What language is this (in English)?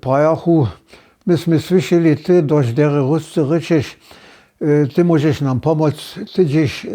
Upper Sorbian